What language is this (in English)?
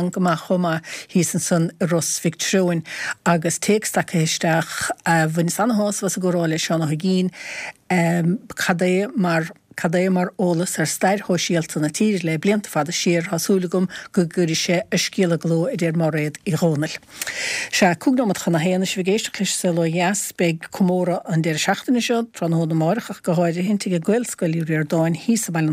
Irish